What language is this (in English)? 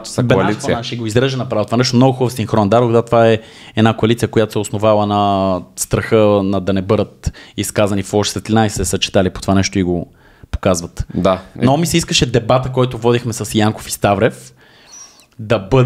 Bulgarian